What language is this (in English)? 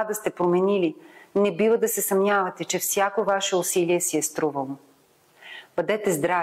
Bulgarian